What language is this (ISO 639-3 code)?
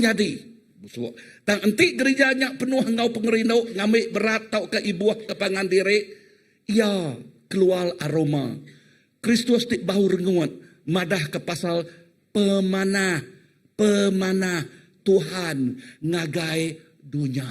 iba